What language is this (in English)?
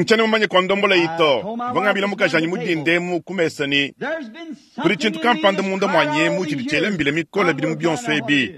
Luba-Lulua